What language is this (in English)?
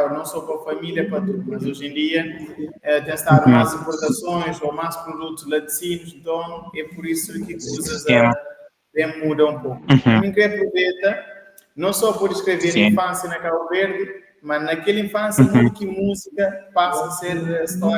Kabuverdianu